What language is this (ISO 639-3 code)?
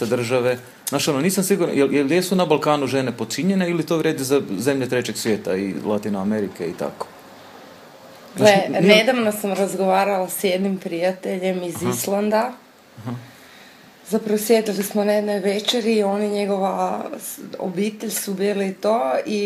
hrv